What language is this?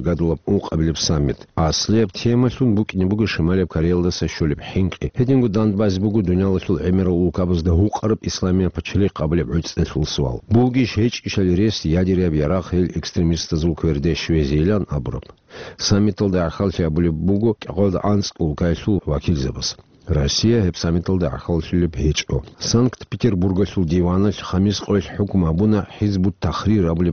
Avaric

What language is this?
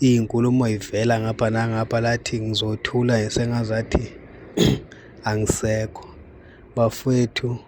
Zulu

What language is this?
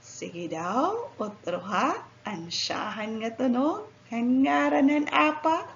Waray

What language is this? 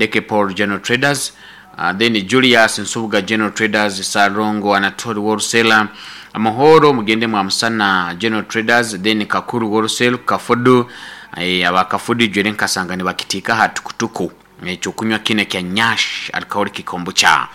Nyoro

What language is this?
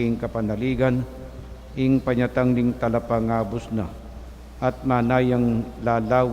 Pampanga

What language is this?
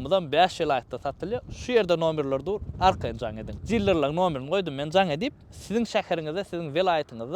Turkmen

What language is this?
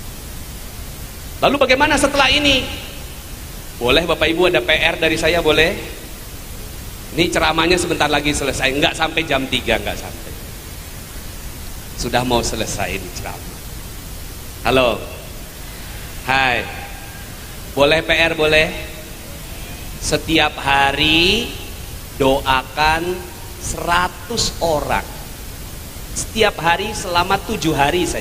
Indonesian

